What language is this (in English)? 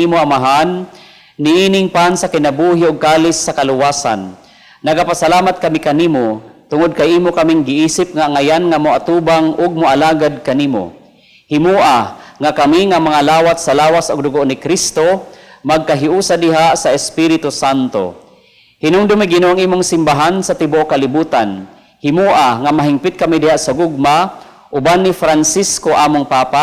Cebuano